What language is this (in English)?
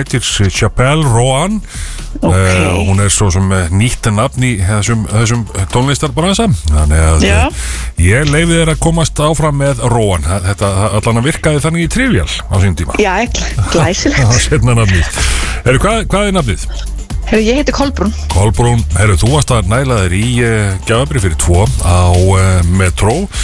Icelandic